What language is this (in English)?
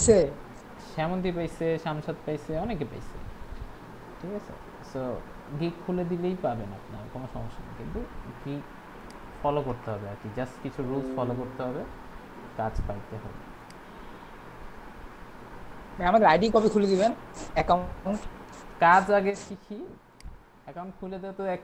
Bangla